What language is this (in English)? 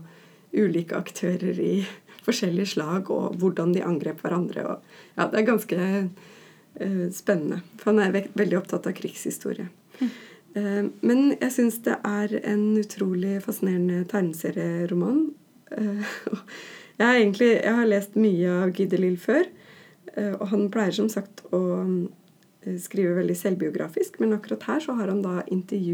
Norwegian